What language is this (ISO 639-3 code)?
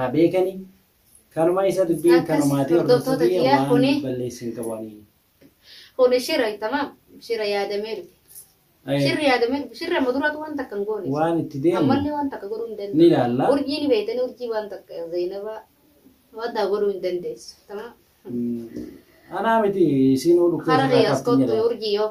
orm